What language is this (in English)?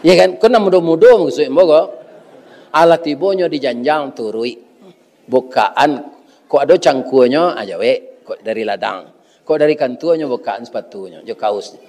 Minangkabau